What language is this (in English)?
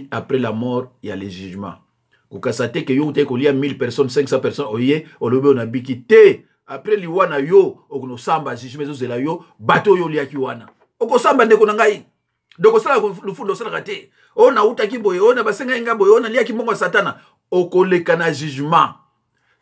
Lingala